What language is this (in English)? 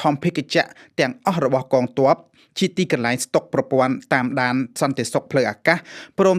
Khmer